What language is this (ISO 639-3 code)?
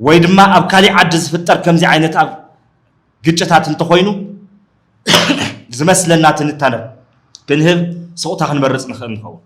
tir